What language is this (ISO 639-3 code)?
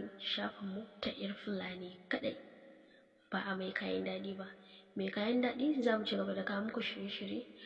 hau